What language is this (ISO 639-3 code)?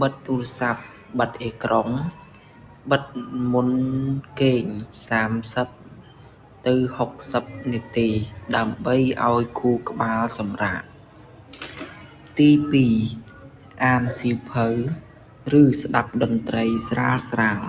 khm